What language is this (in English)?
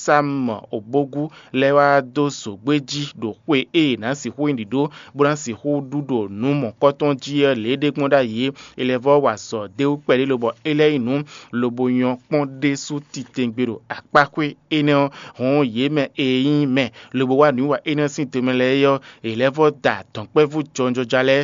Fon